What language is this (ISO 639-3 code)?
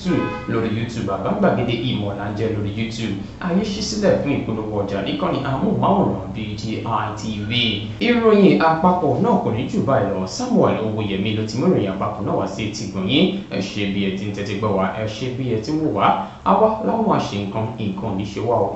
yor